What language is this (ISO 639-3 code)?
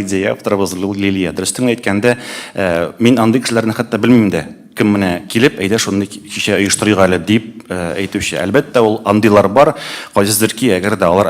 tat